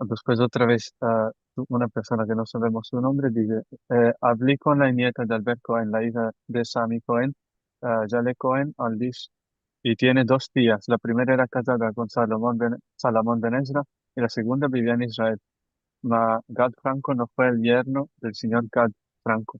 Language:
Ladino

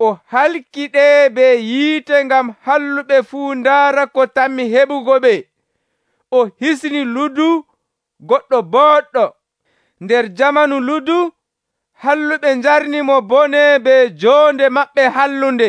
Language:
Nigerian Fulfulde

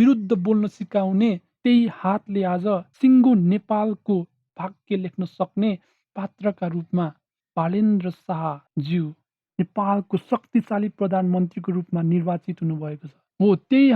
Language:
Nepali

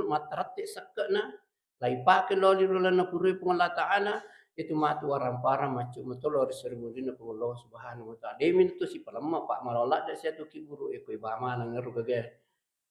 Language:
Buginese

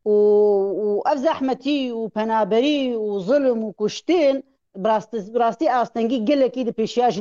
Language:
Kurdish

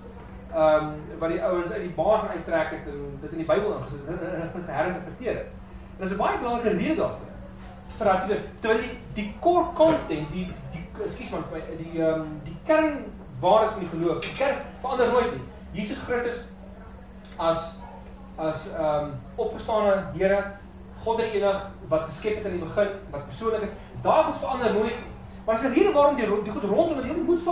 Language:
Afrikaans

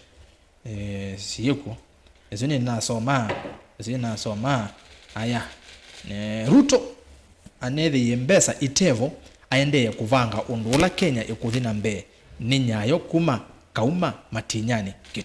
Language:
Kamba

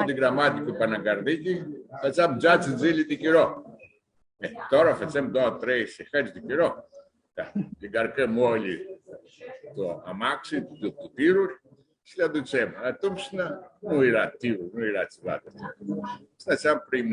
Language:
Aromanian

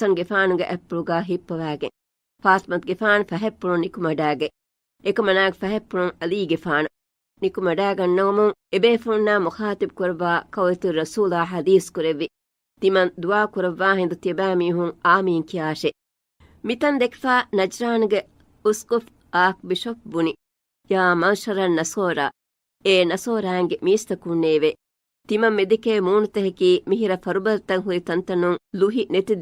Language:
Divehi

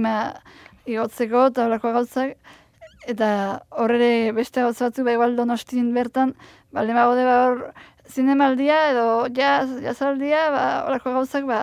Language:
Basque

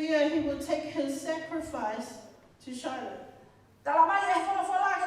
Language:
Tongan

